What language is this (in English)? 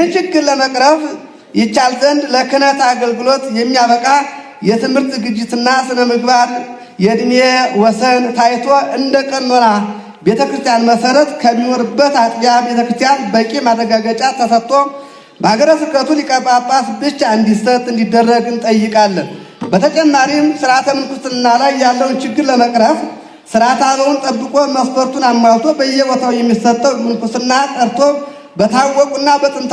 Amharic